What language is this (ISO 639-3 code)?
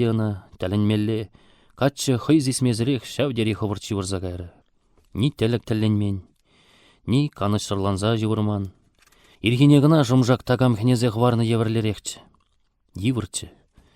chv